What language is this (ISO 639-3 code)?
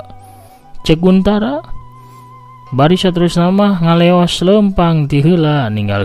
sun